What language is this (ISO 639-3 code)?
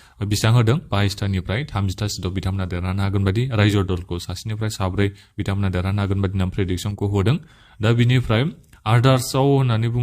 brx